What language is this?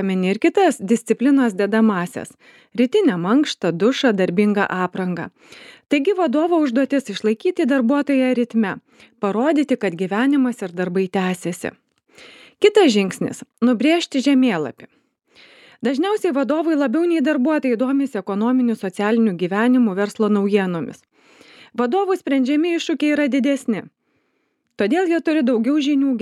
Lithuanian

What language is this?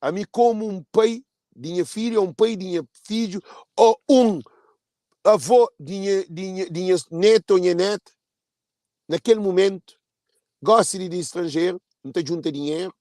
Kabuverdianu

